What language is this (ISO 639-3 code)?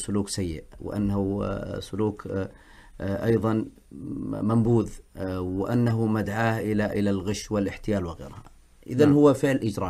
ara